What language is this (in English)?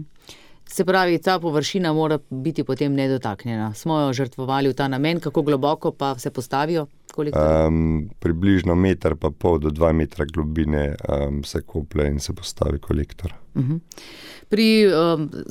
Slovenian